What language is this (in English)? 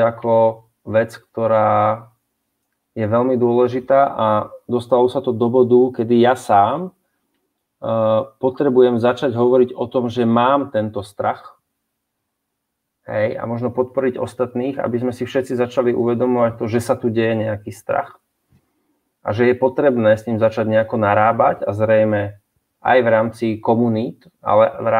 Slovak